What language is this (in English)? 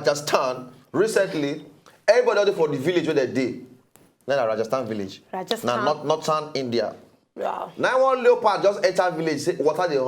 Nigerian Pidgin